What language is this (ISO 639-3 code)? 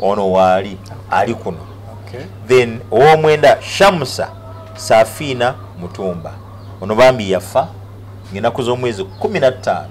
lug